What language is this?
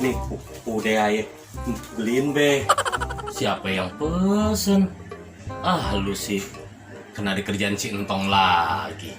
Betawi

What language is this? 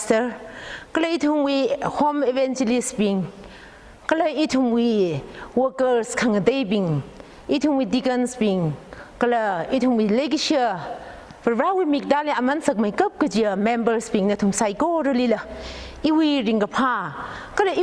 Tangkhul Naga (India)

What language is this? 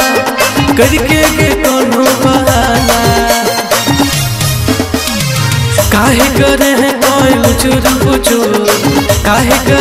Bhojpuri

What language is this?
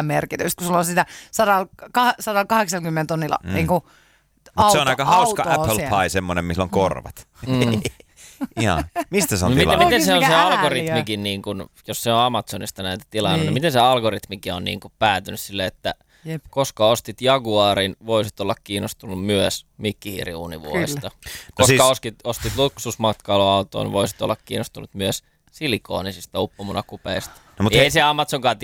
Finnish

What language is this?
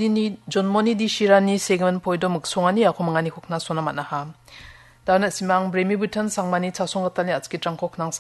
Garo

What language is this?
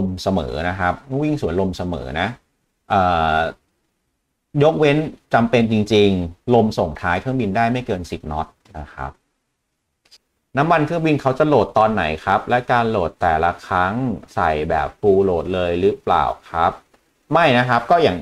Thai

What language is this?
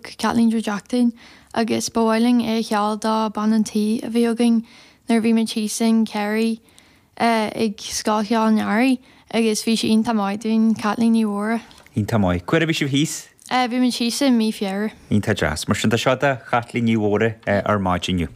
Irish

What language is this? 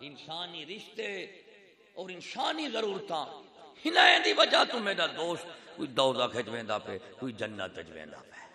Saraiki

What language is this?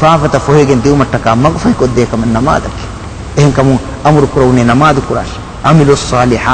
Divehi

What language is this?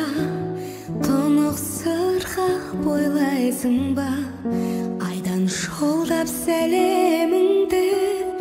Kazakh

